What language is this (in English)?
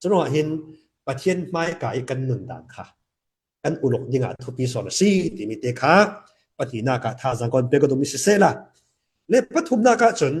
Falam Chin